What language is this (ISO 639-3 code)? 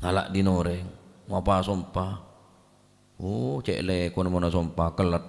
mad